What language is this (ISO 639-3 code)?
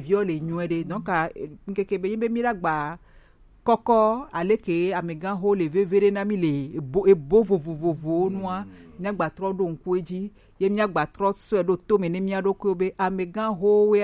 gej